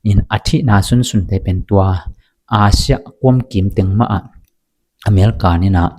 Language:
Tedim Chin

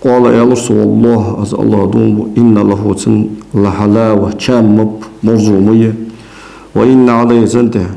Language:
Ingush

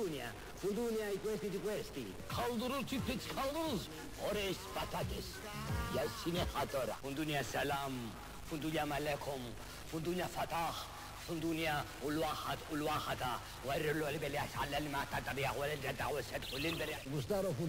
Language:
Greek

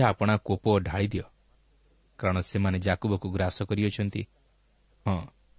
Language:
Odia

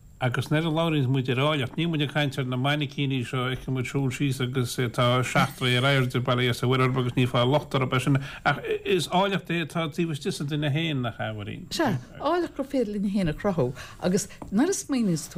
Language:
Irish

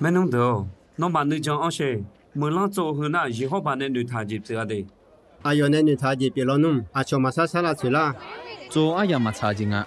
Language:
Akha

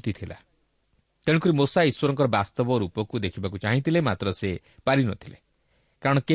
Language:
Odia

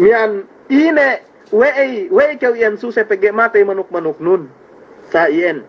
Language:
Yakan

